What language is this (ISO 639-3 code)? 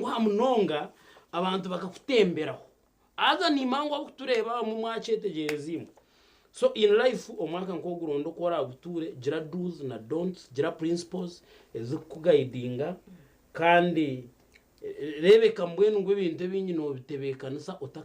nyn